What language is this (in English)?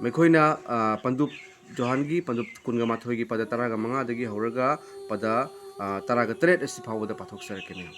Manipuri